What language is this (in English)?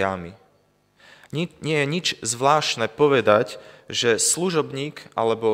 Slovak